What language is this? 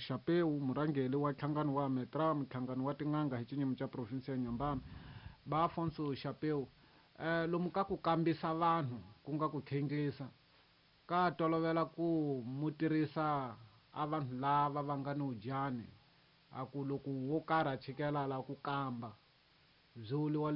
Tsonga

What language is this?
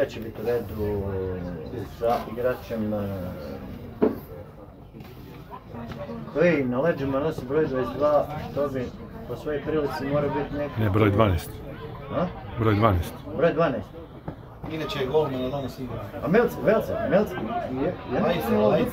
Croatian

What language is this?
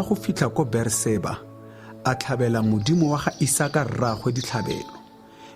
Tswana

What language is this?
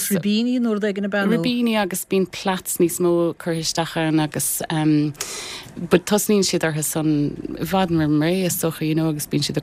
Irish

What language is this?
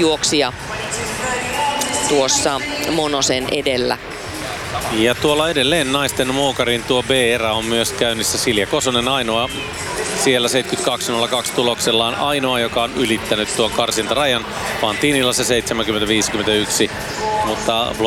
Finnish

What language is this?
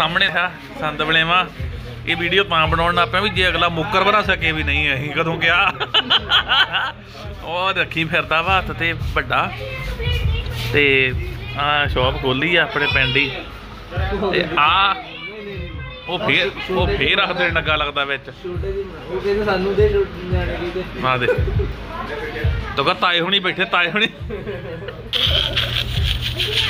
Punjabi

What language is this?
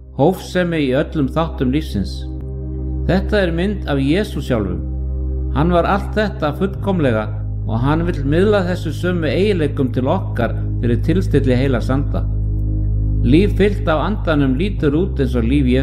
Icelandic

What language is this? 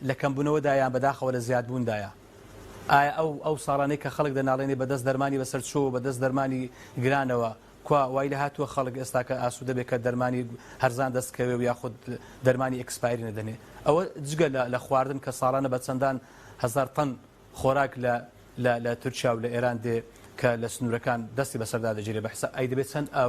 Central Kurdish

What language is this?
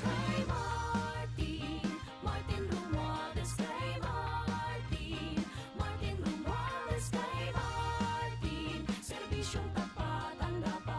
Bikol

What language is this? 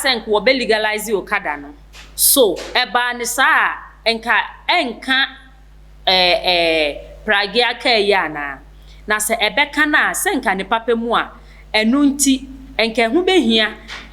Akan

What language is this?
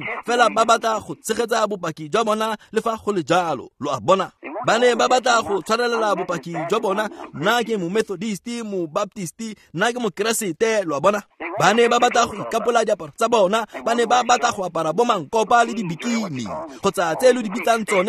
Tswana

